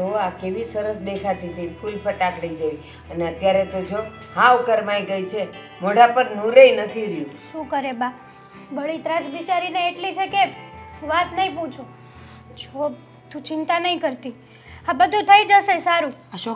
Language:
Gujarati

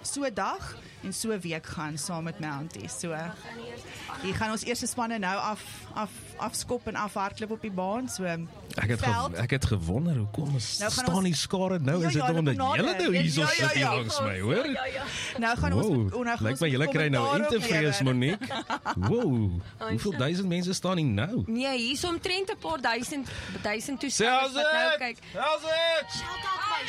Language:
Afrikaans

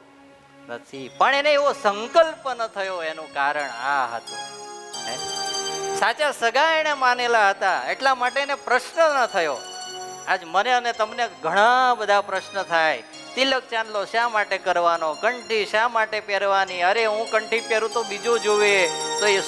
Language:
Gujarati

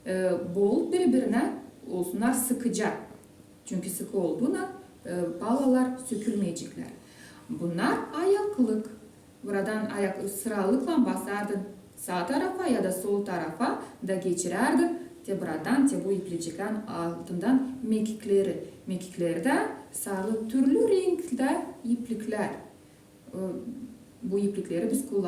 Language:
Gagauz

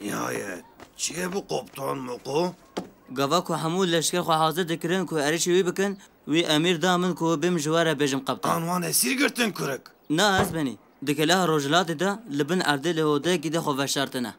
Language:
Kurdish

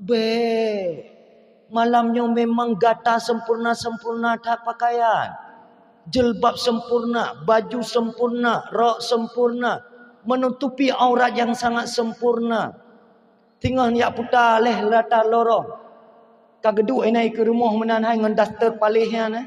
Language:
Achinese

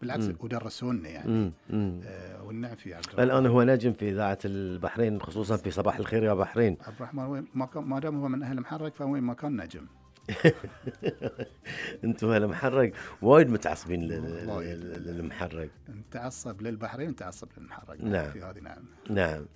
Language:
Gulf Arabic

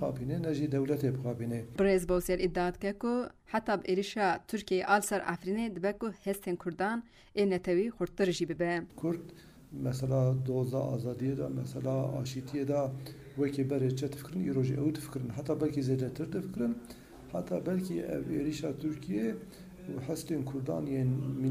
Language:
Kurdish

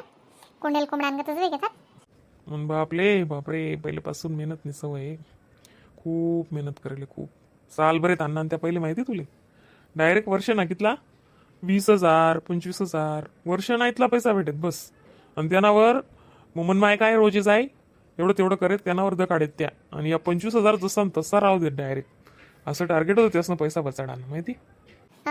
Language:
Khandesi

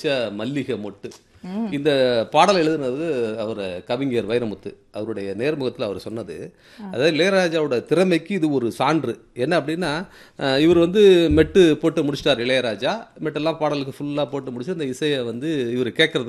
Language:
Tamil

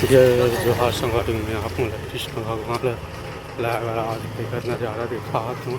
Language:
Chhattisgarhi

